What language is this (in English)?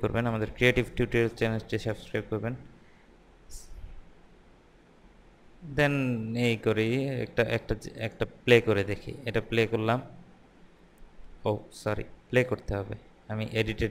Bangla